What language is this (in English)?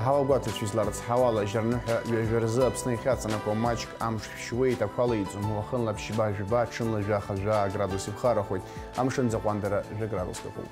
Abkhazian